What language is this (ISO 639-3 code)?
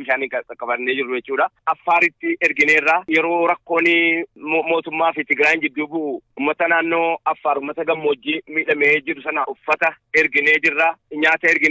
orm